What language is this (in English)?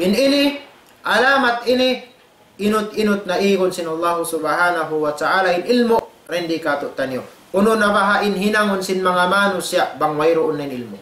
Tausug